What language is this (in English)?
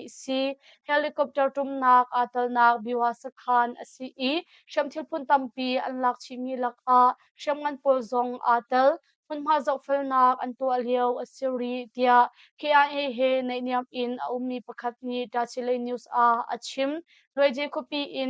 Hakha Chin